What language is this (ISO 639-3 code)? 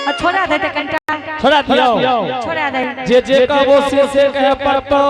anp